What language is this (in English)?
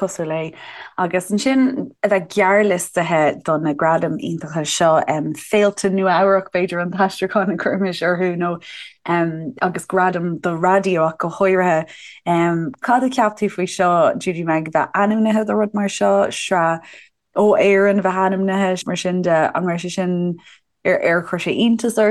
Irish